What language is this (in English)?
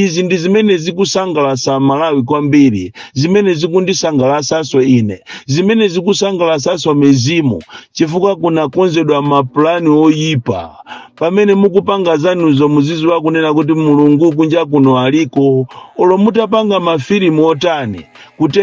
Nyanja